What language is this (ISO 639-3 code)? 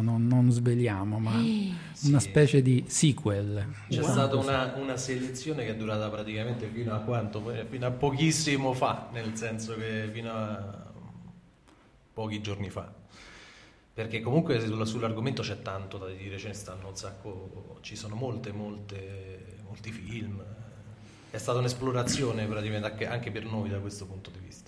ita